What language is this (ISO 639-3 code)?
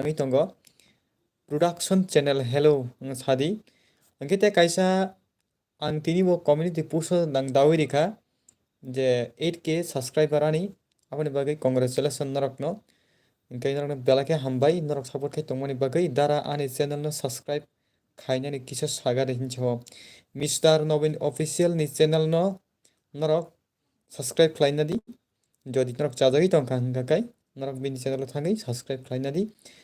trp